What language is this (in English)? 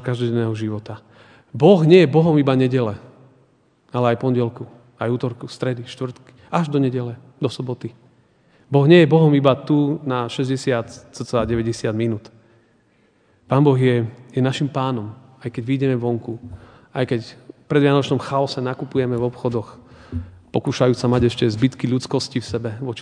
Slovak